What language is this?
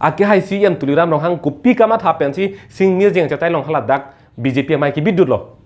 Karbi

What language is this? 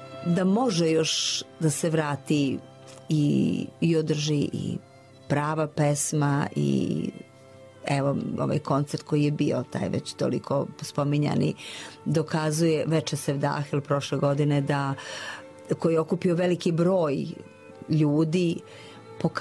Serbian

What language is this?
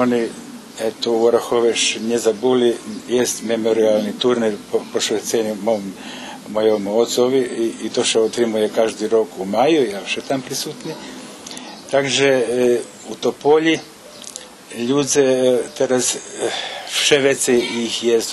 Rusyn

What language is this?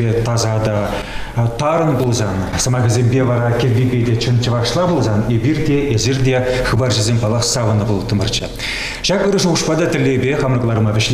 Chuvash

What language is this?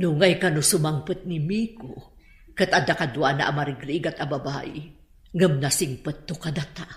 Iloko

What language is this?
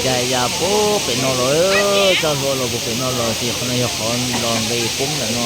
Hmong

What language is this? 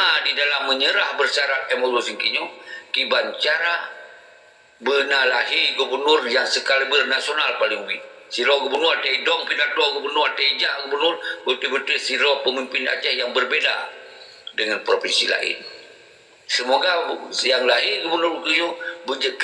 Achinese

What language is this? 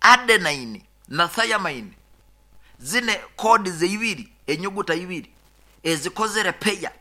Nyoro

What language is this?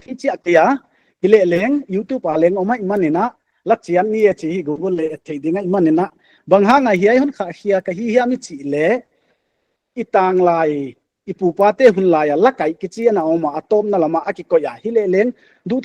Paite Chin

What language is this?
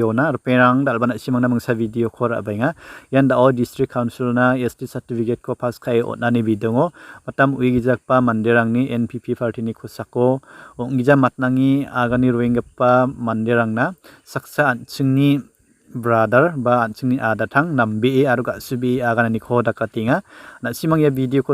Garo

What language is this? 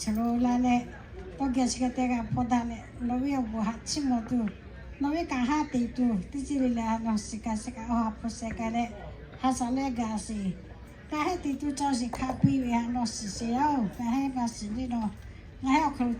Lahu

